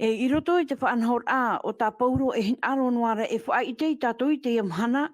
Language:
Tahitian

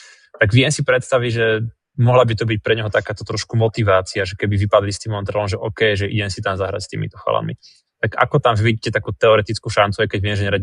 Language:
Slovak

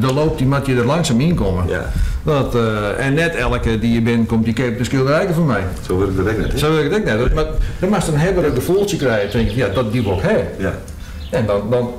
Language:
Western Frisian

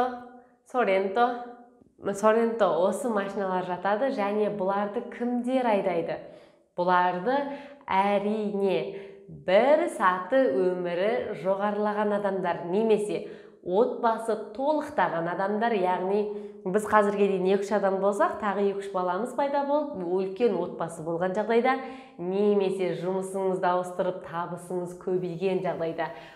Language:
Kazakh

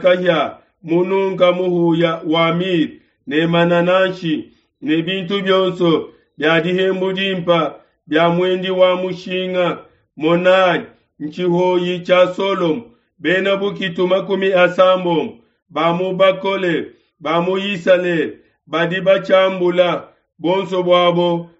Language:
Luba-Lulua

